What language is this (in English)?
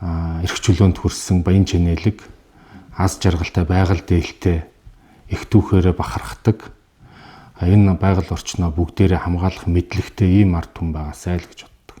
Mongolian